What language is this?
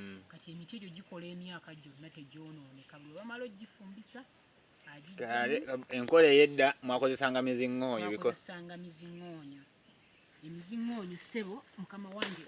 Ganda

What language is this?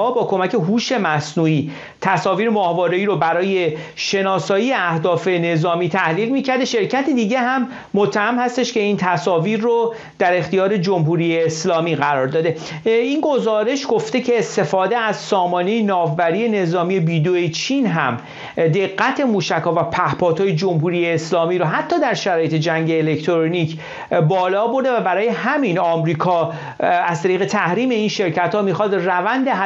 Persian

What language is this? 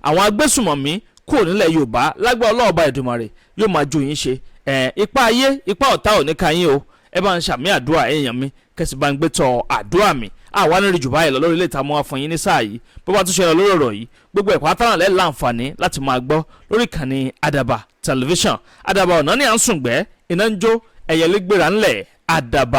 Yoruba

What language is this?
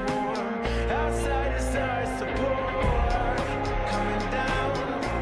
Kara-Kalpak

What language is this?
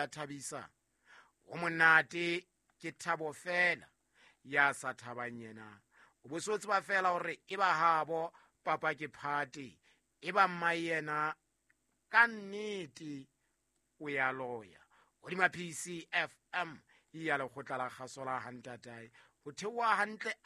Southern Sotho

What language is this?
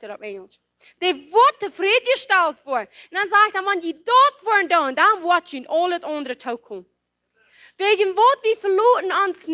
Plautdietsch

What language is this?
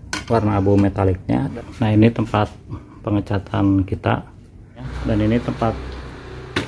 Indonesian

